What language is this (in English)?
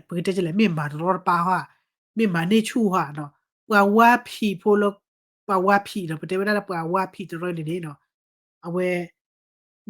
S'gaw Karen